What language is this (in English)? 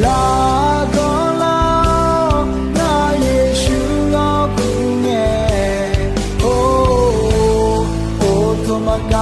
Akha